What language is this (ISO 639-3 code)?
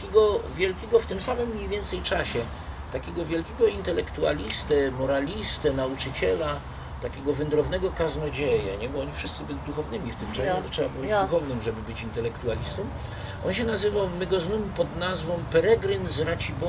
szl